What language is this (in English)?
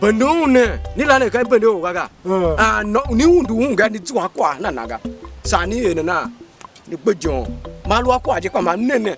Tiv